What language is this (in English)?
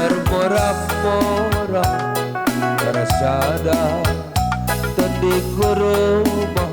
Batak Karo